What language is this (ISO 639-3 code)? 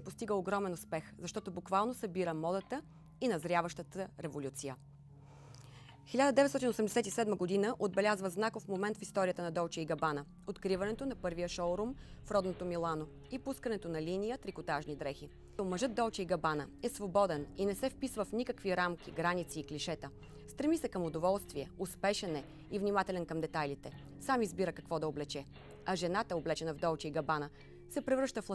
bul